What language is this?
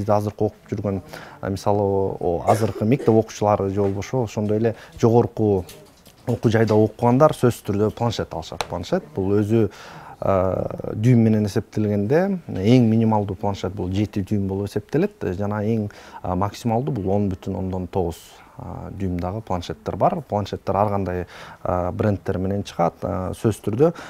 Kyrgyz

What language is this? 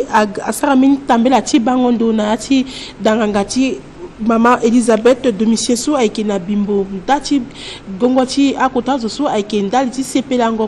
Sango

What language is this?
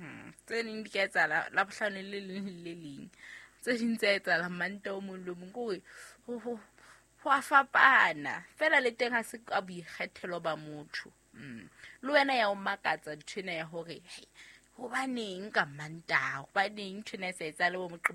Southern Sotho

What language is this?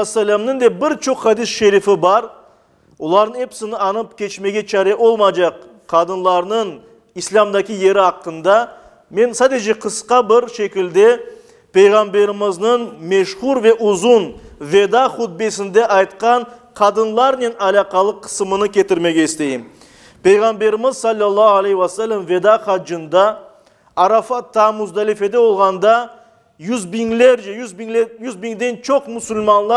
Crimean Tatar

